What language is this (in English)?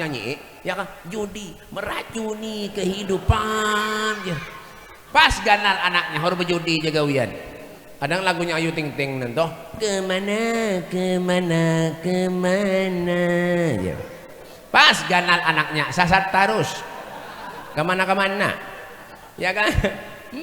Banjar